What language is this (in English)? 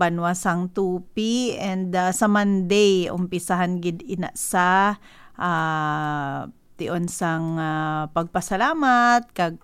Hiligaynon